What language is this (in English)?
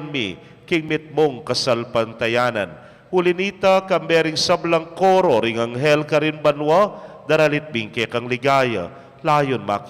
Pampanga